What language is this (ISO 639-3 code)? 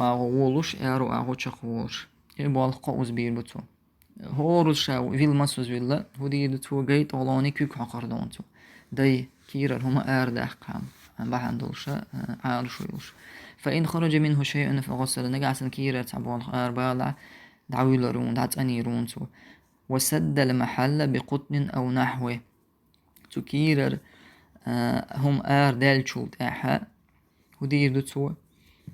che